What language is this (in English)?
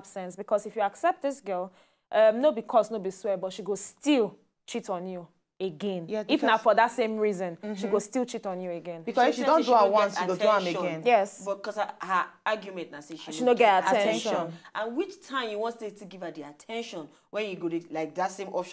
Nigerian Pidgin